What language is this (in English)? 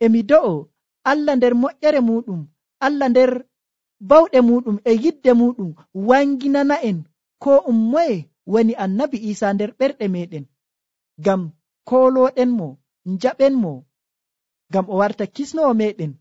Nigerian Fulfulde